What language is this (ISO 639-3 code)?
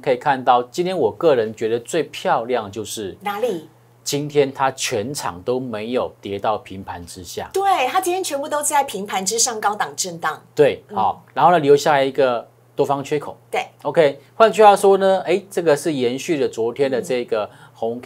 zho